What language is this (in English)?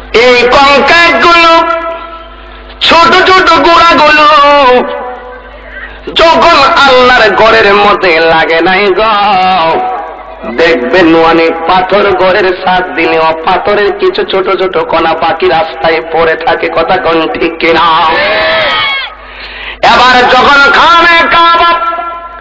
Bangla